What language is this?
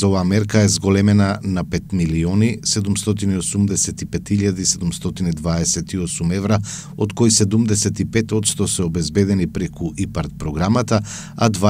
Macedonian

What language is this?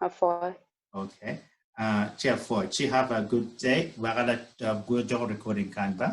Acoli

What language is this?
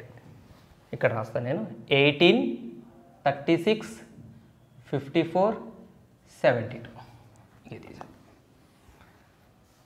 Telugu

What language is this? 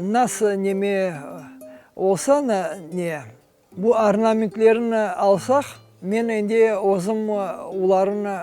Crimean Tatar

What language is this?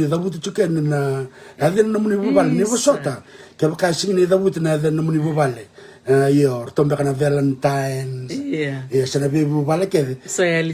Fijian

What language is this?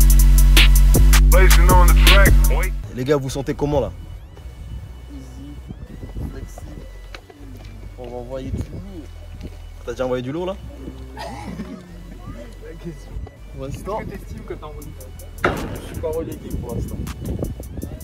French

